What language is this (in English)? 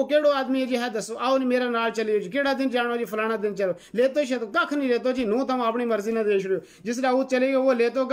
Gujari